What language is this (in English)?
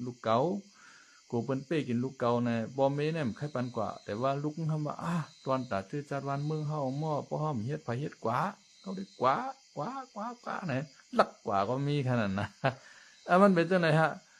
Shan